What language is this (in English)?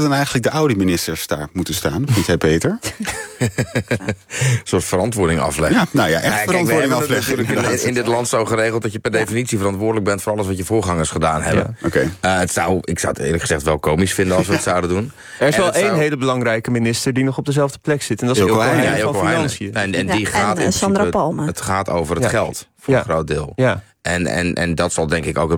Dutch